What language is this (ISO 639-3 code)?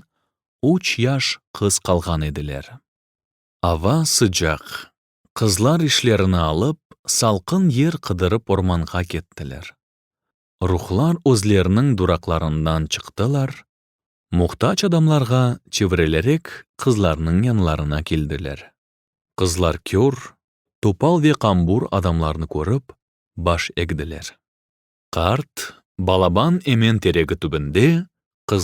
crh